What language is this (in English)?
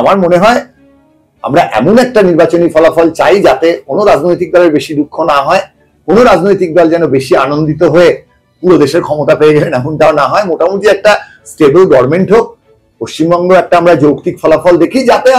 Bangla